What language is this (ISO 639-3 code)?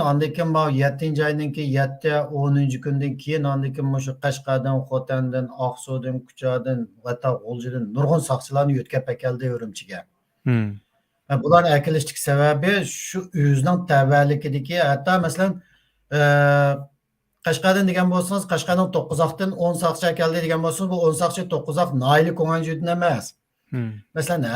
uig